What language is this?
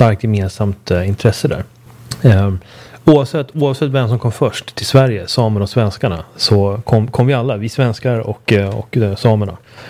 Swedish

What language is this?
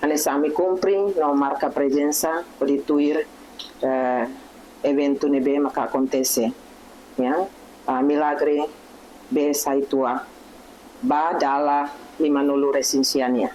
Tetum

